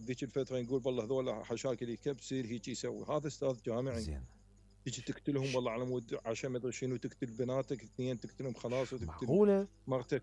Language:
Mesopotamian Arabic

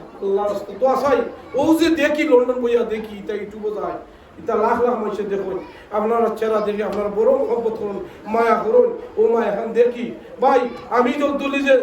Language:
Sylheti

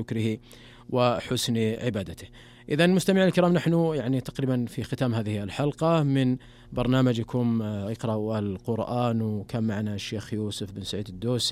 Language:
Najdi Arabic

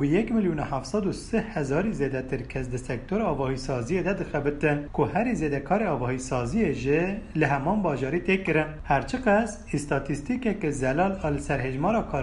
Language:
Kurdish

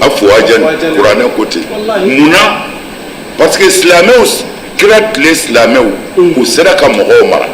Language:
Bambara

